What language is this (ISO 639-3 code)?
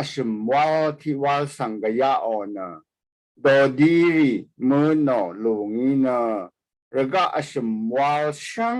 raw